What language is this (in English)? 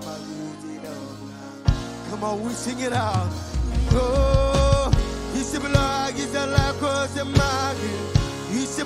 Marshallese